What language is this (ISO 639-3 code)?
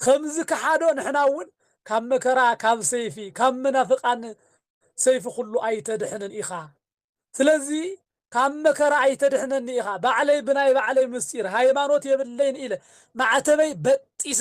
tir